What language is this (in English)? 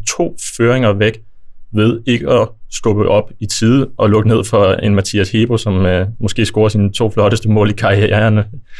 Danish